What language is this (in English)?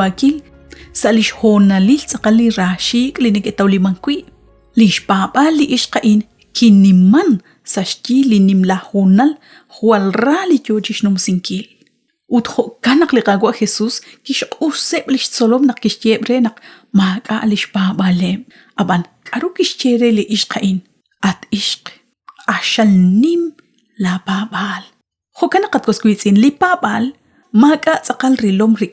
Kekchí